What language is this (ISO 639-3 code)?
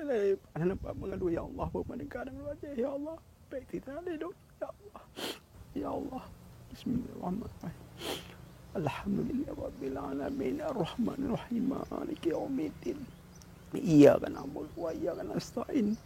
ace